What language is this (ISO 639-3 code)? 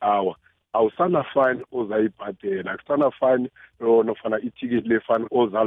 nbl